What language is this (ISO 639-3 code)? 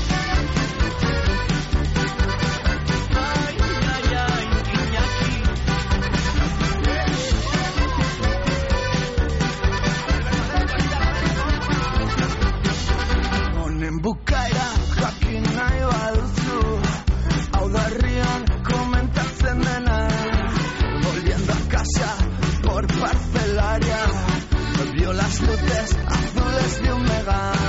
eus